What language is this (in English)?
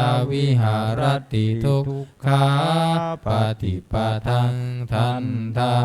Pali